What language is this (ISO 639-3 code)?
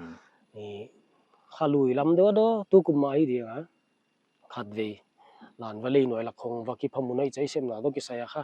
pck